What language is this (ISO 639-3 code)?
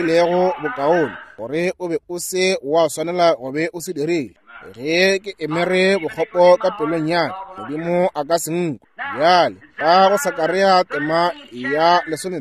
nso